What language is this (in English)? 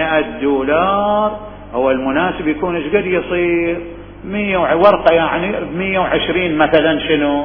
Mesopotamian Arabic